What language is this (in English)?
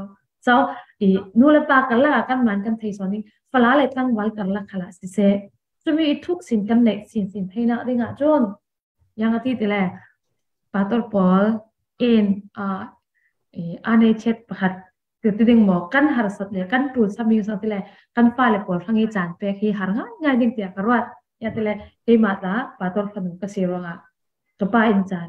Falam Chin